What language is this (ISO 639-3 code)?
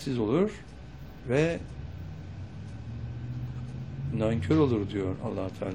tur